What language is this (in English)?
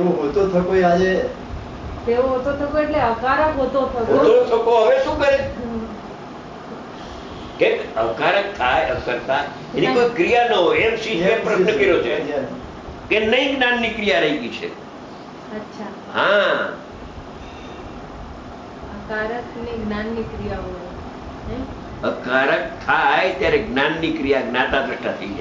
Gujarati